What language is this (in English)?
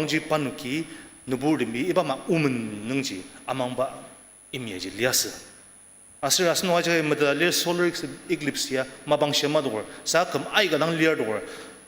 Ao Naga